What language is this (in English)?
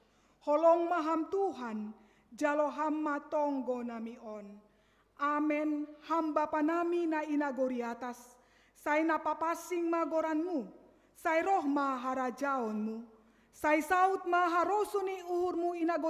Batak Simalungun